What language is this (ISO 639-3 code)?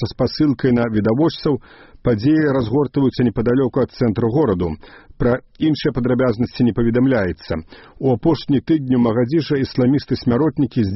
bel